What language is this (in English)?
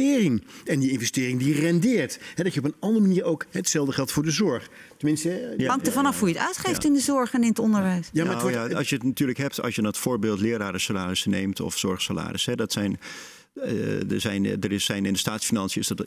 Dutch